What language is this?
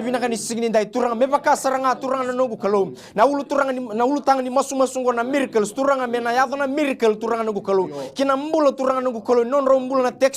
Fijian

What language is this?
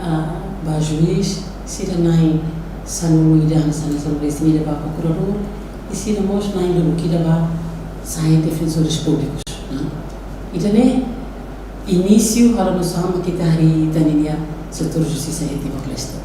Tetum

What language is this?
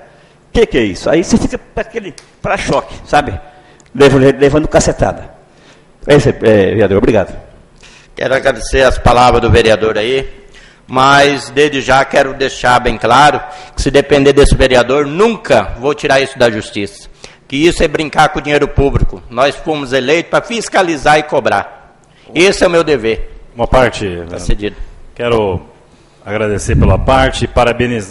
Portuguese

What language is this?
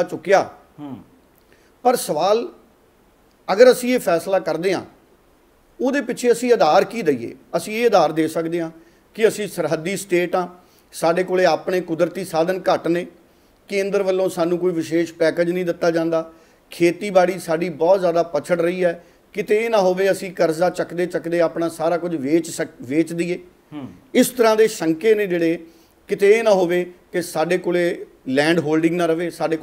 Punjabi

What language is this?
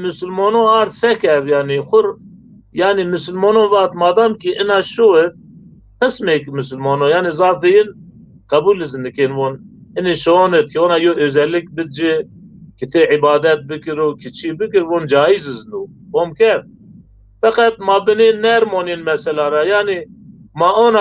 Zaza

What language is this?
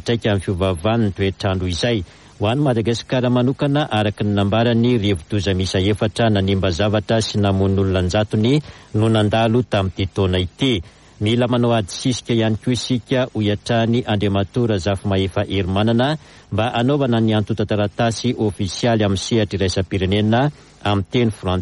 Malagasy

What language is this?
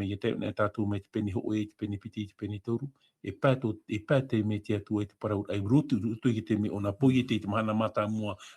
Tahitian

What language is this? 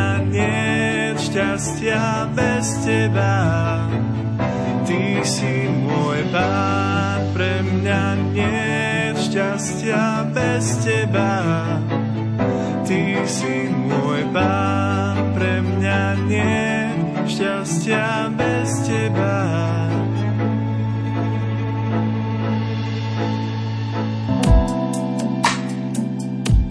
Slovak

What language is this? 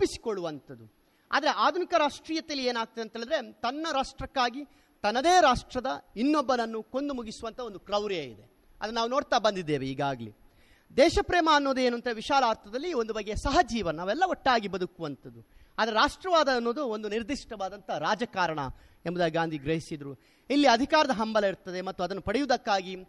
Kannada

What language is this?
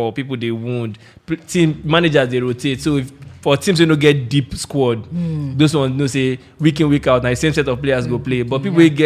Nigerian Pidgin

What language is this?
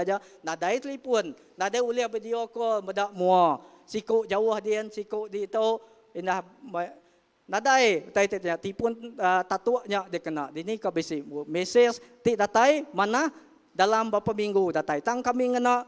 Iban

